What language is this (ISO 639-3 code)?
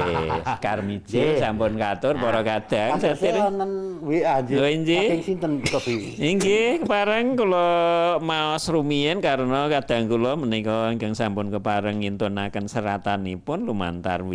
jav